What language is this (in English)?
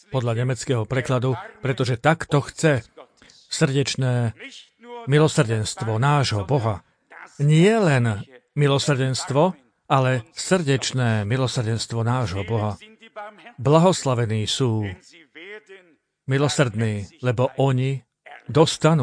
Slovak